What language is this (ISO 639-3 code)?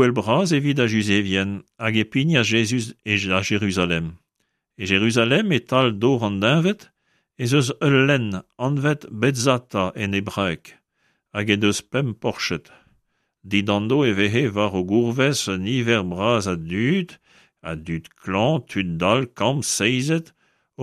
bre